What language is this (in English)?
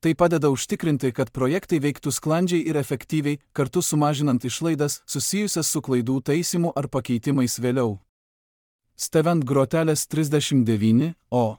Lithuanian